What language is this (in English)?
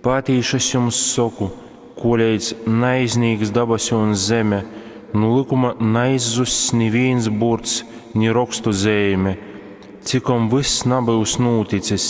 Latgalian